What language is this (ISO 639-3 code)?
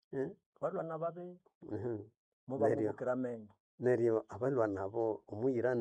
nnb